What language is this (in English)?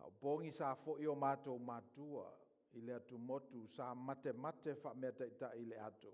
Samoan